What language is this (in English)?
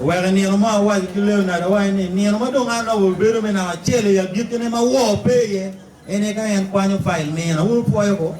Acoli